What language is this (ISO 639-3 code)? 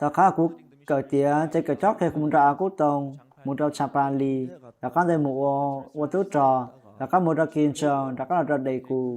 hmn